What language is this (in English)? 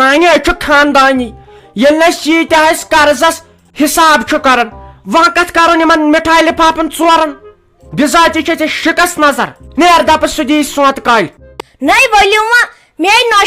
Kashmiri